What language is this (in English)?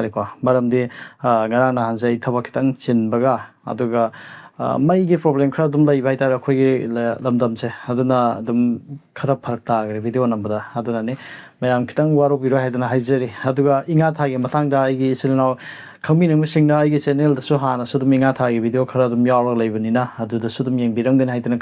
Manipuri